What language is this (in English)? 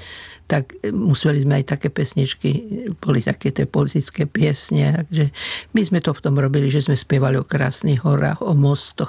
Slovak